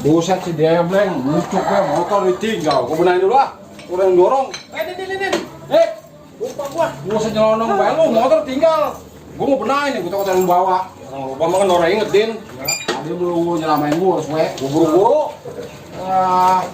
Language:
Betawi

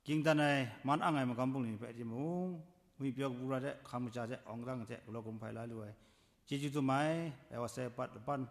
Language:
Kachin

